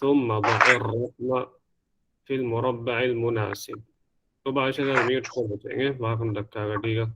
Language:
Divehi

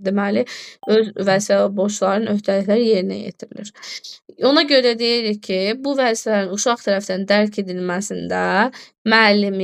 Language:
Azerbaijani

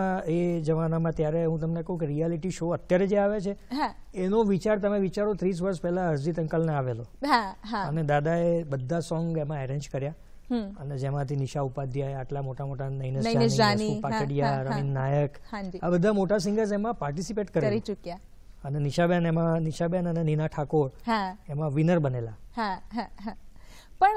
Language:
Gujarati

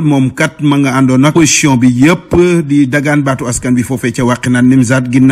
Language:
Wolof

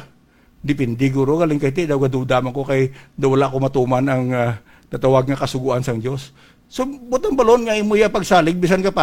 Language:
Hiligaynon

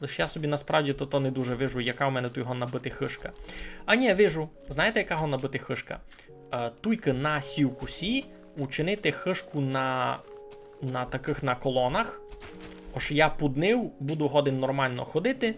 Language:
Rusyn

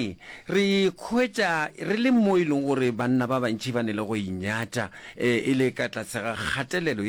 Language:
Northern Sotho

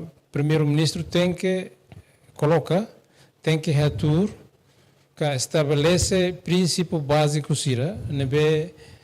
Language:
Tetum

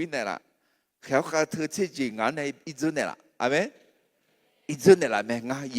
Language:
Akha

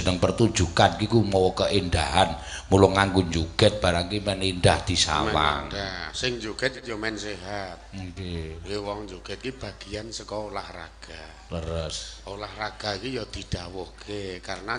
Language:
Javanese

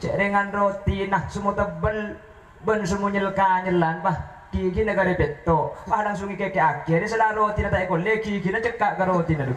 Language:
Madurese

